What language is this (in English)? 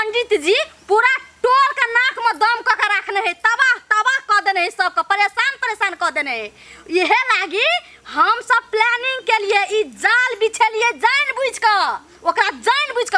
Maithili